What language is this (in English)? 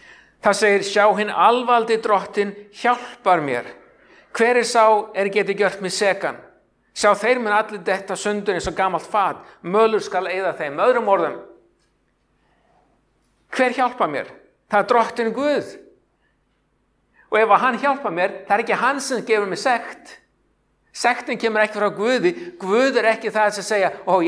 Icelandic